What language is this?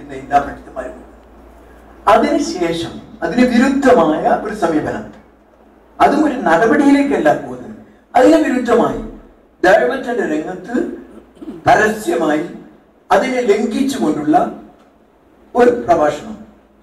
Malayalam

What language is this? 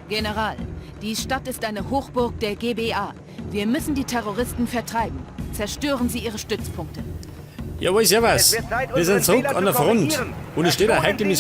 Bavarian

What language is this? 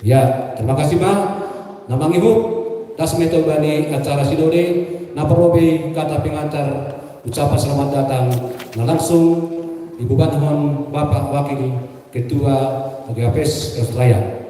Batak Simalungun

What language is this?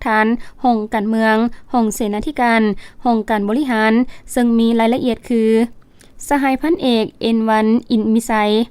Lao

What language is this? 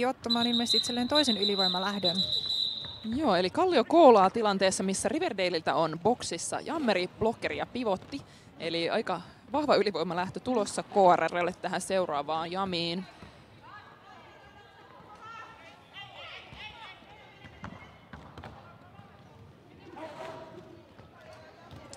Finnish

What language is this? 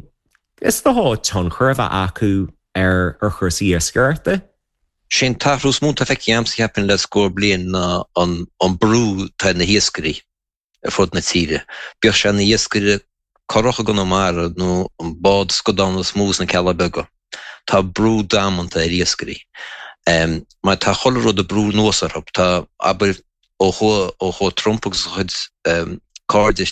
Irish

